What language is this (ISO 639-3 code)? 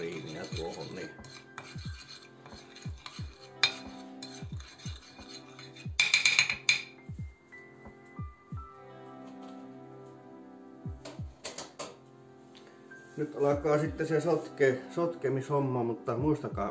fin